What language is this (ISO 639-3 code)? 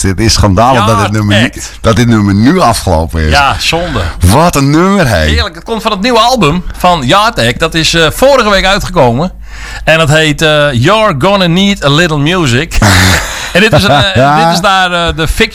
nld